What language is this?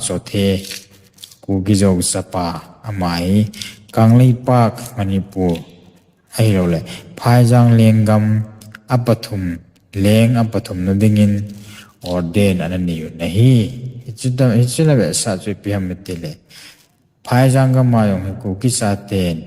Thado Chin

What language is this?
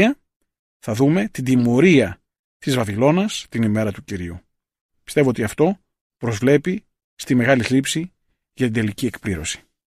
Greek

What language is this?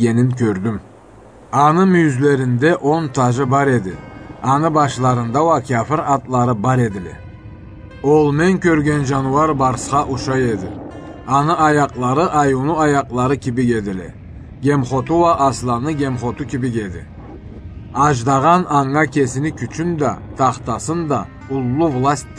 Karachay-Balkar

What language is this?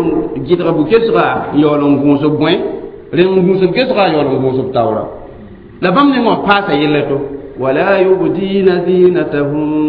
Mossi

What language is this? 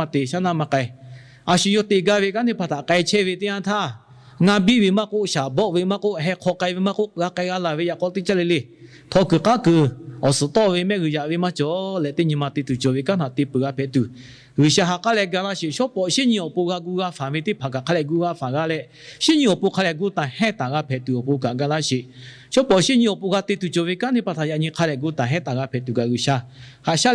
Lahu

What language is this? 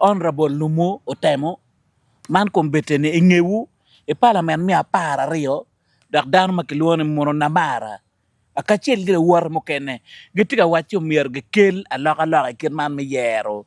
Acoli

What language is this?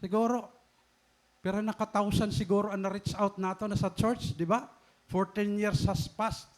Waray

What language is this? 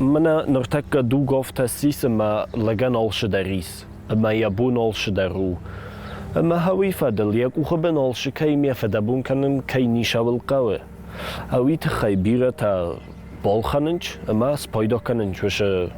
Ossetic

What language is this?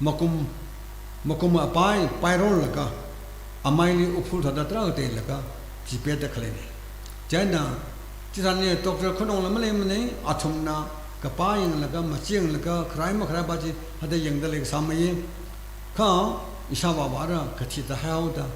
Tangkhul Naga (India)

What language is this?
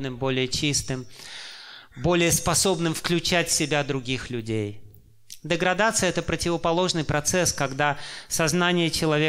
Russian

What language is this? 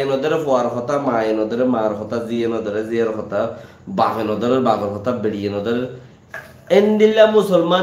Rohingya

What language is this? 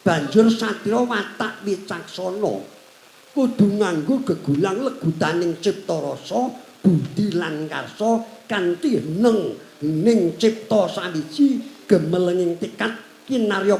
Javanese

